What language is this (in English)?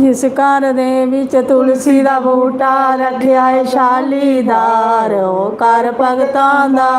Dogri